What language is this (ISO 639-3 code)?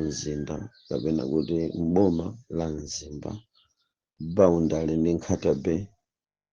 nya